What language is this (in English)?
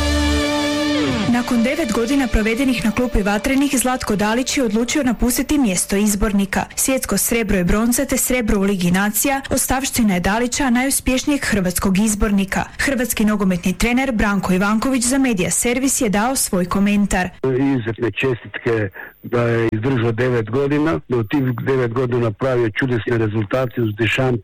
Croatian